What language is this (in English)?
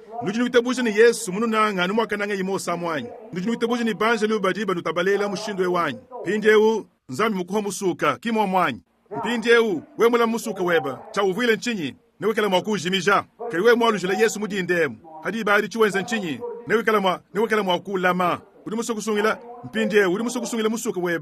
Luba-Lulua